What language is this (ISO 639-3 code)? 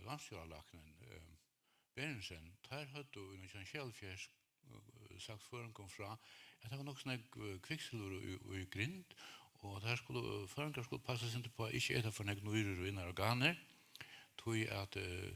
fao